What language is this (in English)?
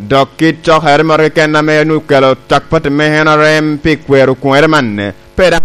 Lango (Uganda)